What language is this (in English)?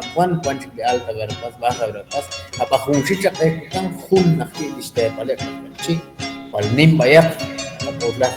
Kekchí